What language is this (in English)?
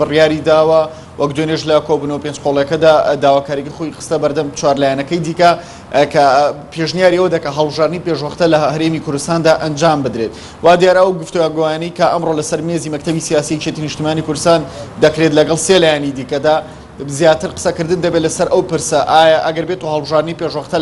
Central Kurdish